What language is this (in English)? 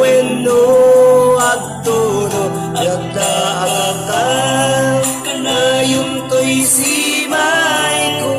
Iloko